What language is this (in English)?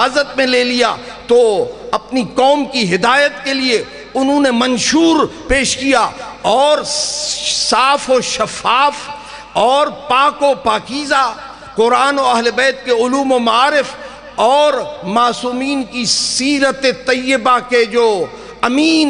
Urdu